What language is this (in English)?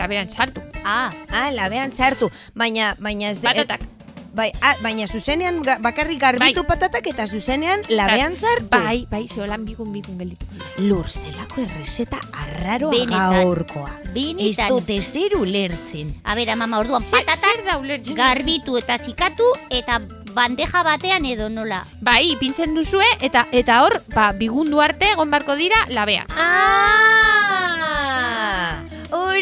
Basque